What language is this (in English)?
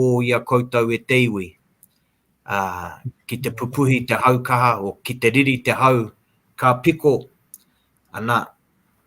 Māori